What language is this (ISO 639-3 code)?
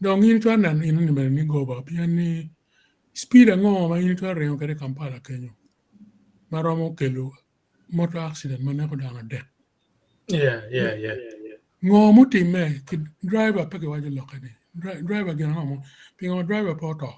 ach